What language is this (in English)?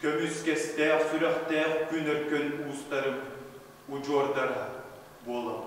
Yakut